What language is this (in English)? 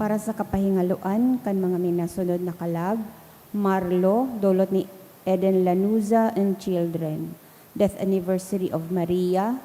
Bikol